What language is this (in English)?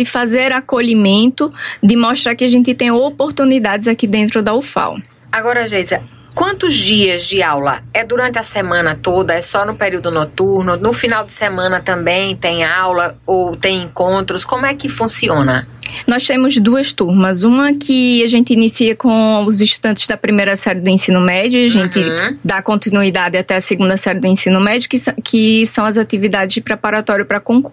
Portuguese